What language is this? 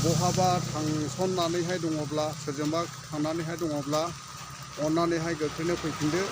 Bodo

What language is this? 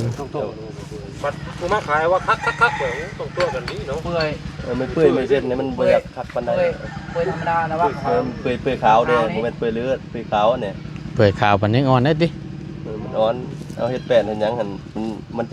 Northeastern Thai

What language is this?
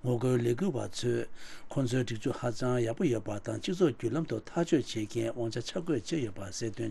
Tibetan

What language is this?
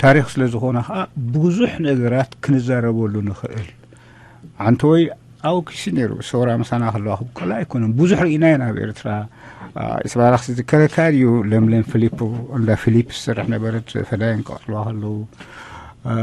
Tigrinya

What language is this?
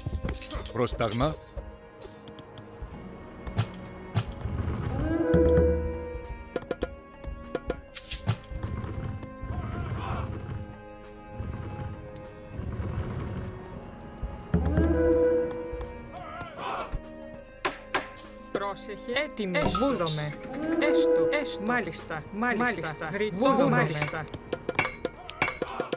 Greek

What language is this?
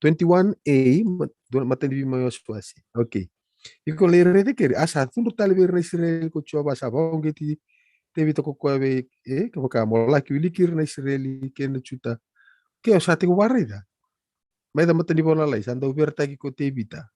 Fijian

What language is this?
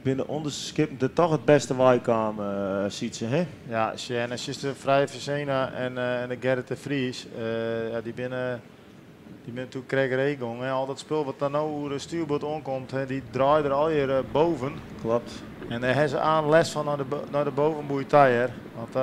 Western Frisian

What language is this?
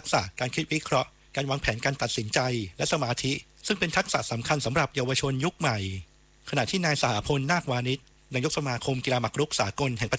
Thai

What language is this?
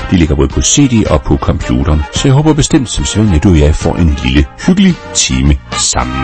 Danish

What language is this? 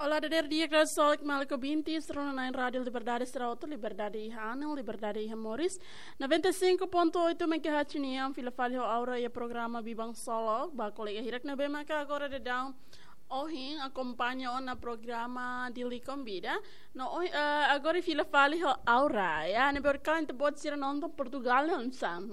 Tetum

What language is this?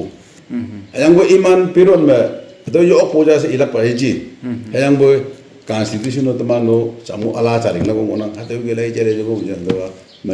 Naga Pidgin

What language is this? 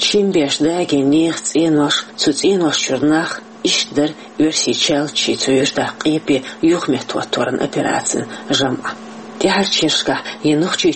Chechen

